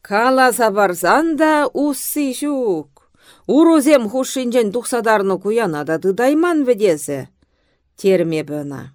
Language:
Chuvash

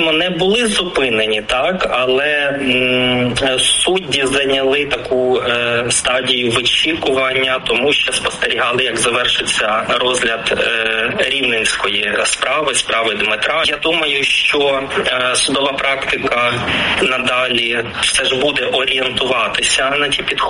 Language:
Ukrainian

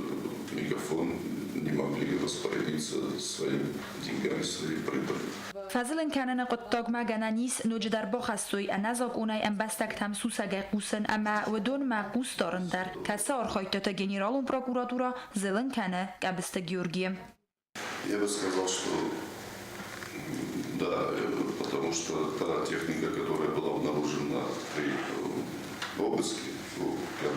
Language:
Ossetic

